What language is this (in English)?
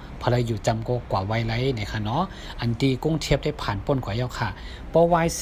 Shan